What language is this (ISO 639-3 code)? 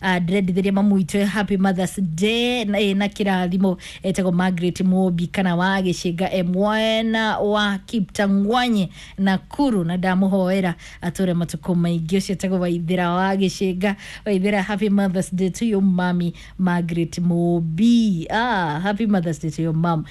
kik